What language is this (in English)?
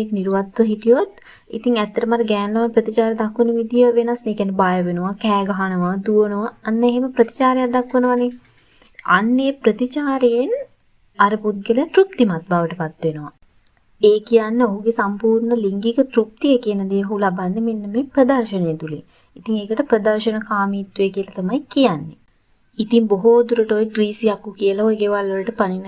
Sinhala